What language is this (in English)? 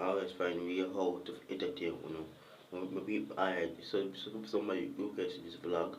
Jamaican Creole English